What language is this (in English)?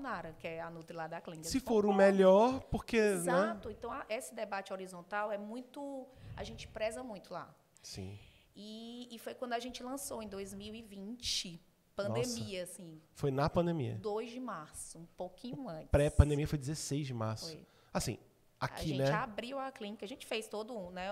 Portuguese